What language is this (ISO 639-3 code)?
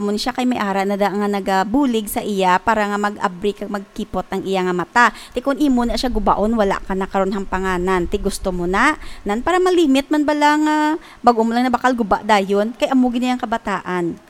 hil